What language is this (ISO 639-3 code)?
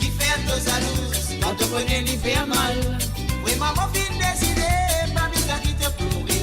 mfe